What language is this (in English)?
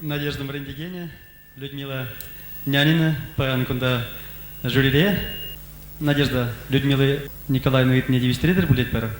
Chuvash